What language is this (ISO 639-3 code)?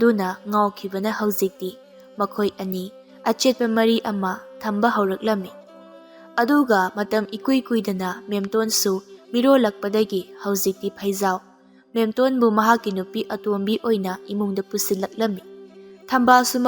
mni